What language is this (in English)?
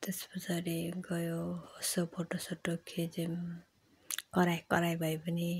Nepali